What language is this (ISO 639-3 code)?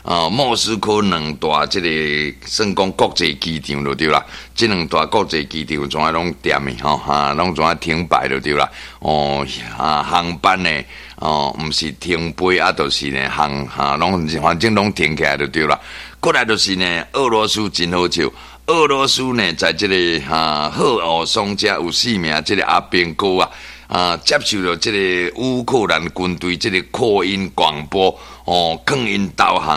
nan